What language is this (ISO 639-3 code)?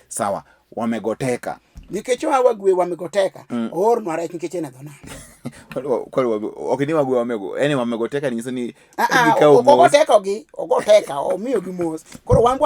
luo